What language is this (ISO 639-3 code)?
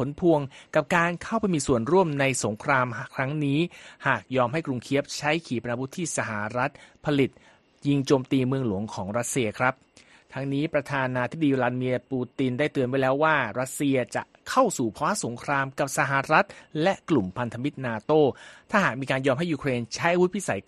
tha